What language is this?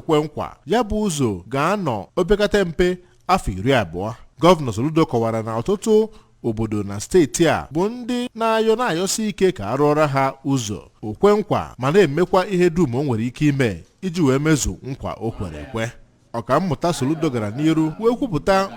Igbo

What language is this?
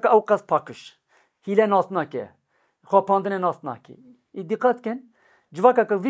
Kurdish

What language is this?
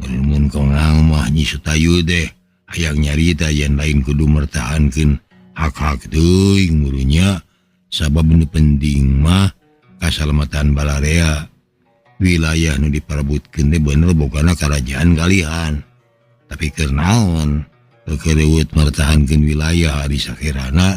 Sundanese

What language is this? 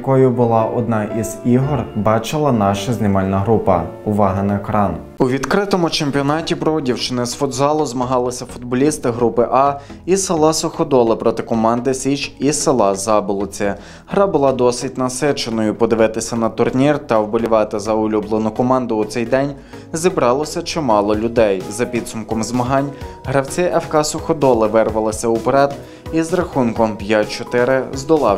Ukrainian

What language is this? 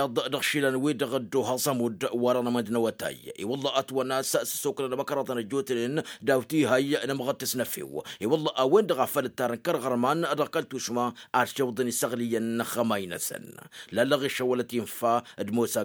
Tamasheq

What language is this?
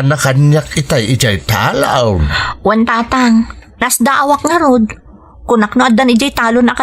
Iloko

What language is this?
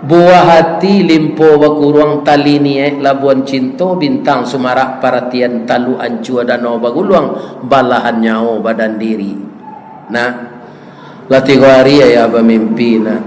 Minangkabau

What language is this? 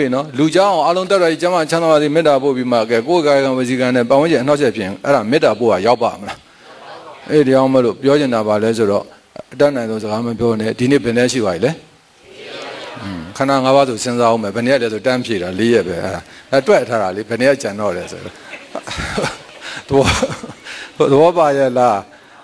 Burmese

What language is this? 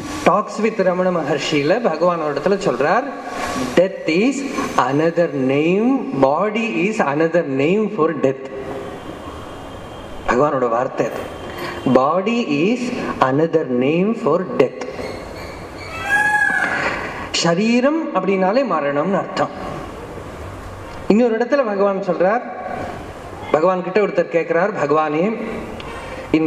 Tamil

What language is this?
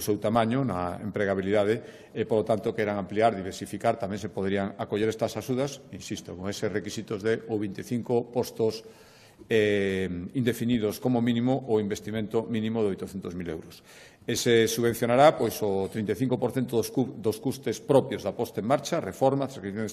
Galician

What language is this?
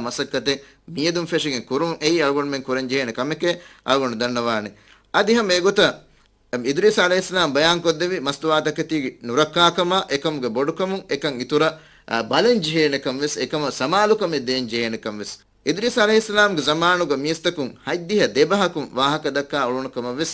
Divehi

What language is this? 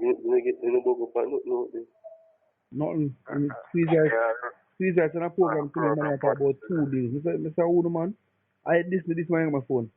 Jamaican Creole English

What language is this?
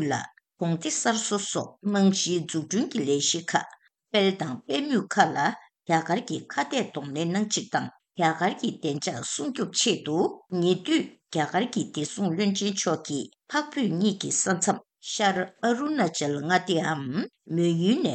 Tibetan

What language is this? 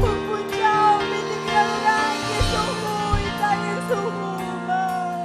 Ayacucho Quechua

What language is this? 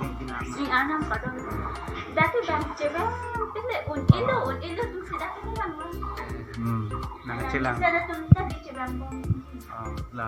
Karbi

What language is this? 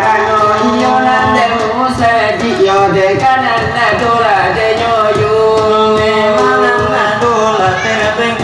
Minangkabau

